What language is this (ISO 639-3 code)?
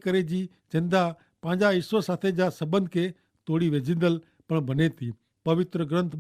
kfr